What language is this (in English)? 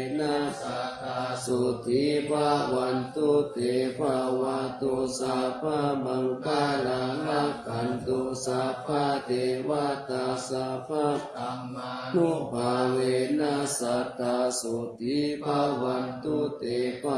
Pali